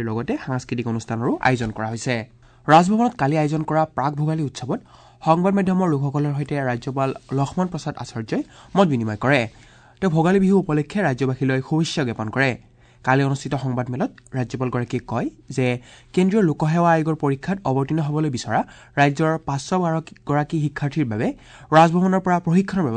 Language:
Assamese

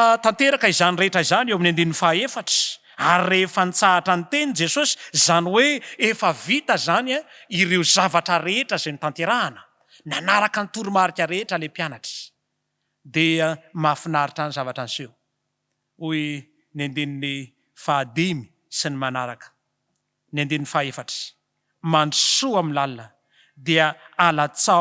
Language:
Malagasy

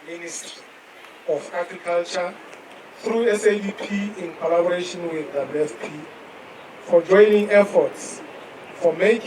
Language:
Southern Sotho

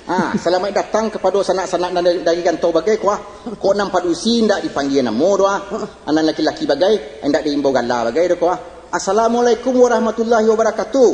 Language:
Minangkabau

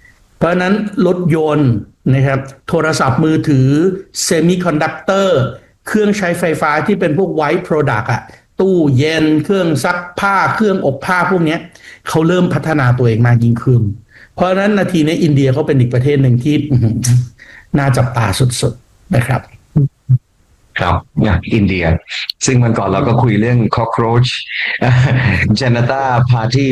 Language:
Thai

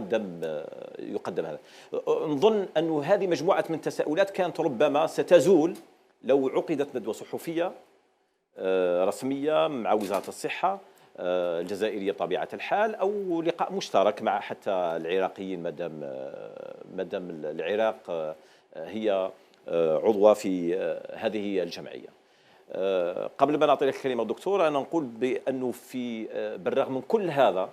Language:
Algerian Arabic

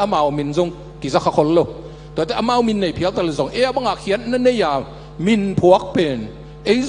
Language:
Tedim Chin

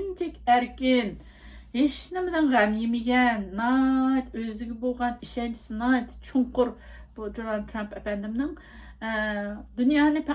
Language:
Uyghur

